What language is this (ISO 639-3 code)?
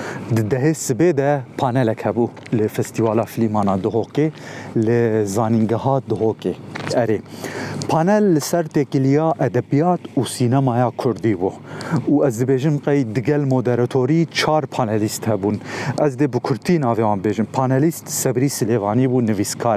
kur